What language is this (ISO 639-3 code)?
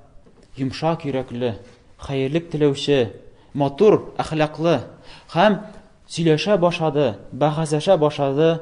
tat